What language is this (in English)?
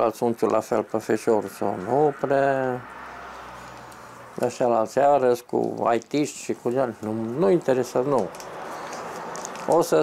Romanian